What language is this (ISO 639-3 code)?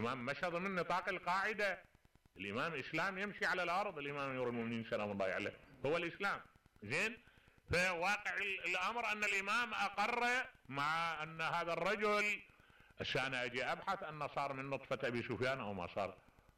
acm